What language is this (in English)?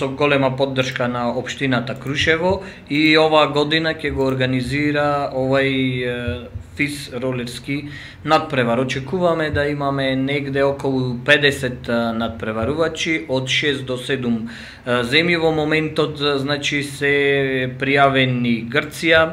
Macedonian